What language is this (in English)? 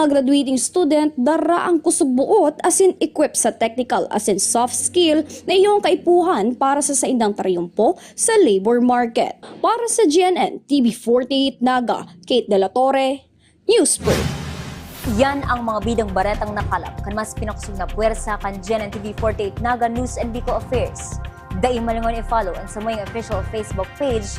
Bikol